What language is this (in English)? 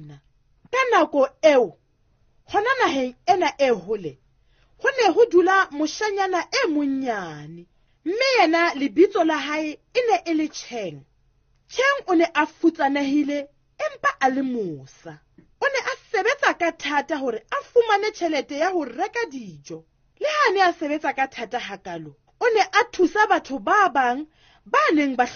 Southern Sotho